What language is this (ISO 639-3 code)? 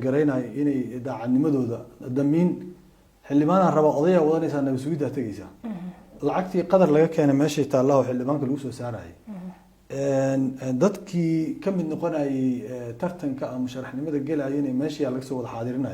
som